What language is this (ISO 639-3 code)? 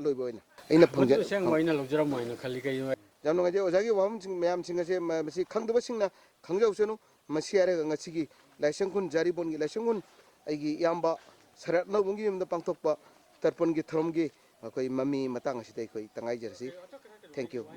mni